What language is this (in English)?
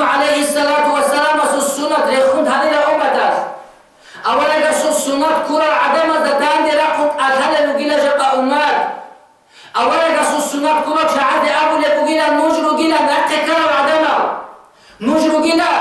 Avaric